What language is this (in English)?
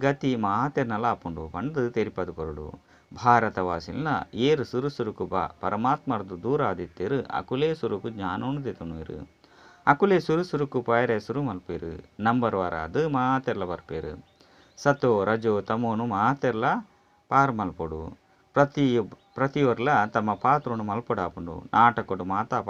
Tulu